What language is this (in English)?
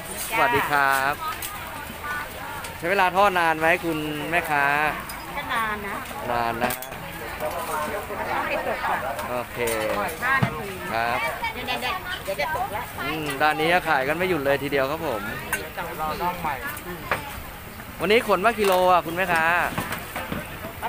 Thai